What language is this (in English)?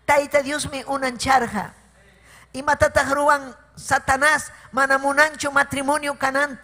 Ayacucho Quechua